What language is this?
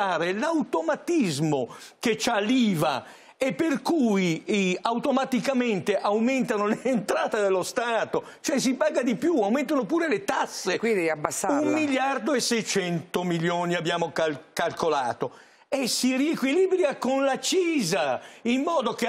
Italian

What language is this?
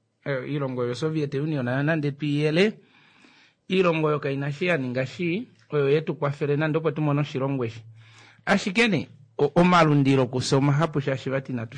Kuanyama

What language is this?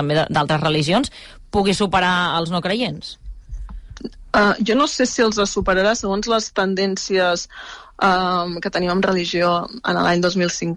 Catalan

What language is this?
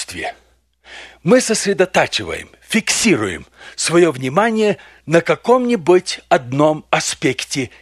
Russian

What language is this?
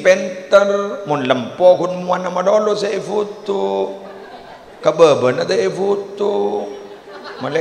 Madurese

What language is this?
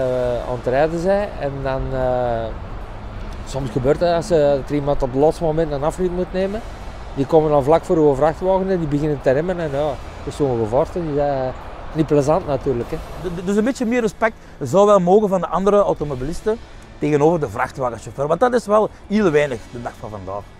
Dutch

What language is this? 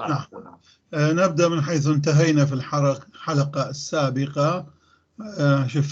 North Levantine Arabic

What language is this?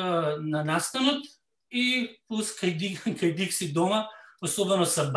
Macedonian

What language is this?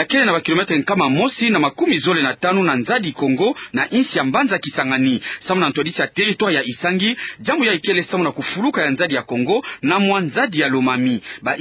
Kituba (Democratic Republic of Congo)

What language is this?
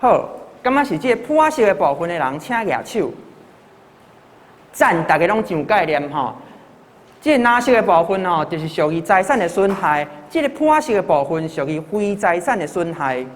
Min Nan Chinese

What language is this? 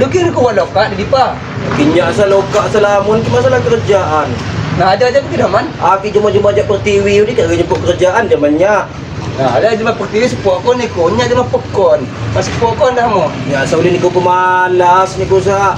Lampung Api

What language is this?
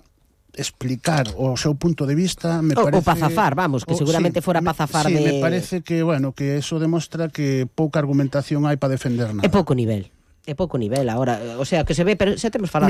Galician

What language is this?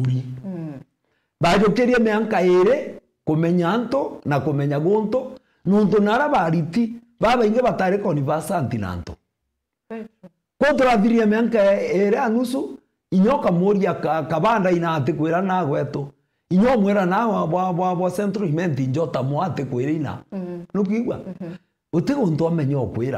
Meru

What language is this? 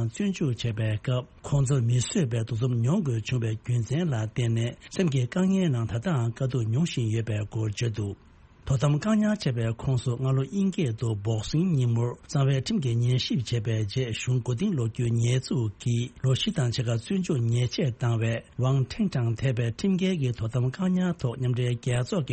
Tibetan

